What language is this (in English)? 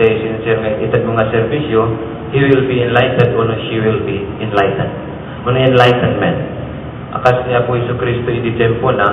Iloko